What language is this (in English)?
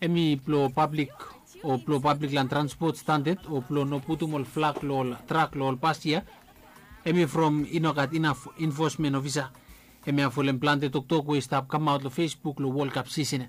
Bislama